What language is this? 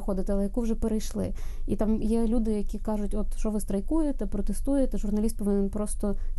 Ukrainian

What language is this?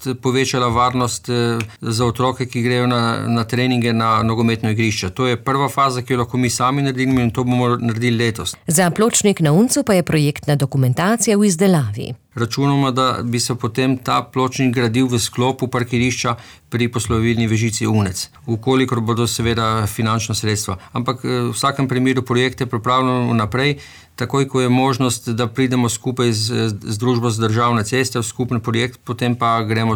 Slovenian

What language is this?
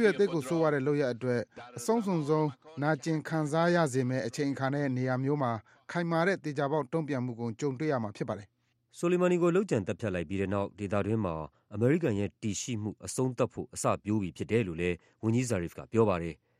Burmese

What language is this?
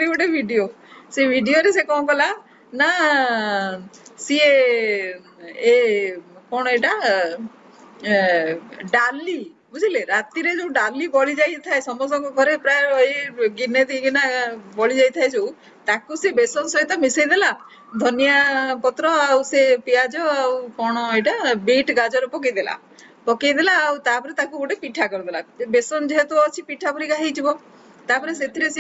Odia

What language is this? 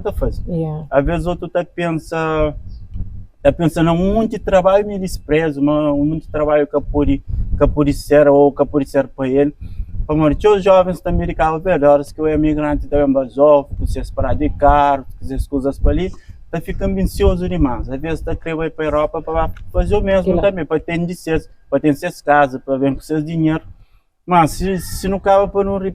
Kabuverdianu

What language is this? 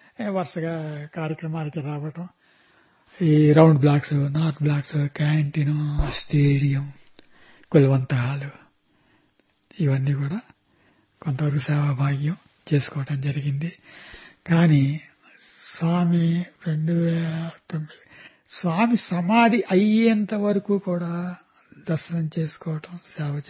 Telugu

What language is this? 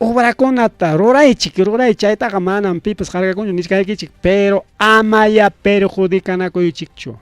Ayacucho Quechua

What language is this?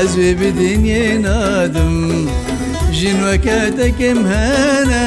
Kurdish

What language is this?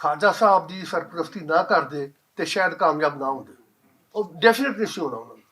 Western Panjabi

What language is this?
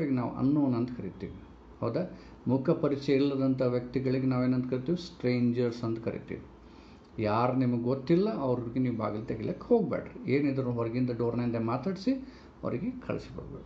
Kannada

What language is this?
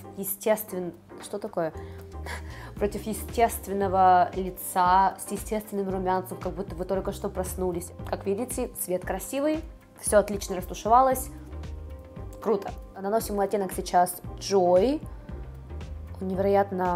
Russian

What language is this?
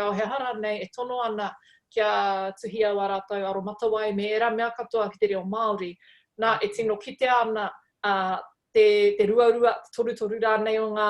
Māori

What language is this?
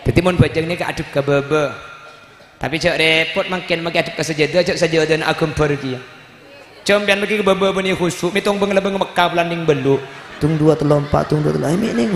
Madurese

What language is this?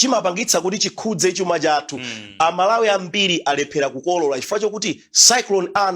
Nyanja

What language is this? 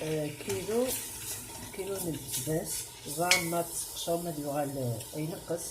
Kabyle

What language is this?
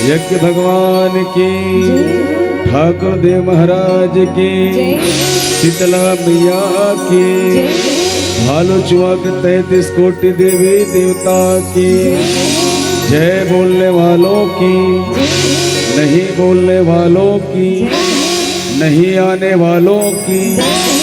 Chhattisgarhi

